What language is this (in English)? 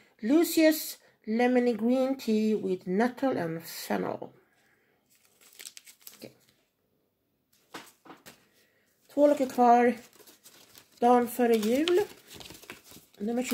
Swedish